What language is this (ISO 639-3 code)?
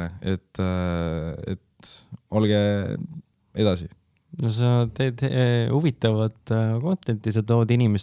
est